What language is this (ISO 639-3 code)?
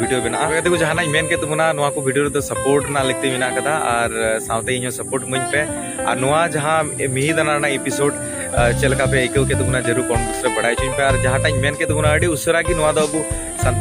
sat